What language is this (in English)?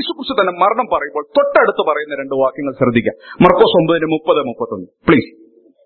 Malayalam